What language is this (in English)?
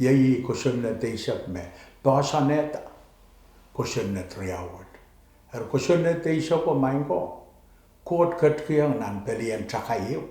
Pohnpeian